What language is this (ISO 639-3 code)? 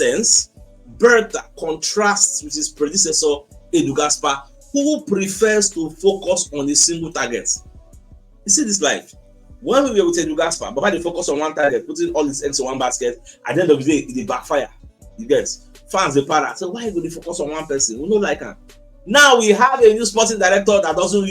pcm